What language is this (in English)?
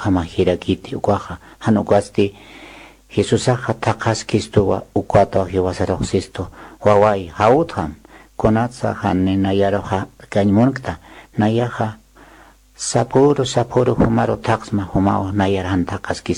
Aymara